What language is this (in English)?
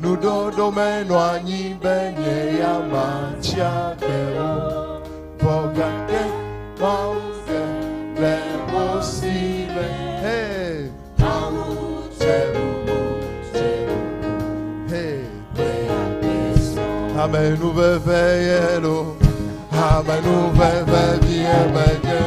Ewe